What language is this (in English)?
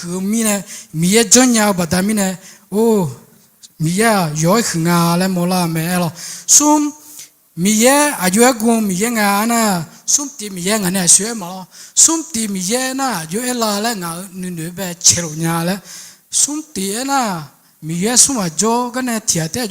Akha